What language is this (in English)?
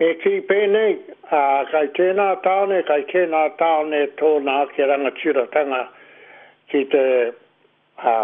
Māori